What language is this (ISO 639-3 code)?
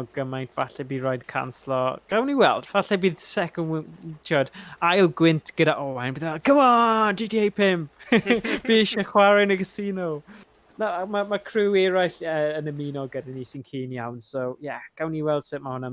cym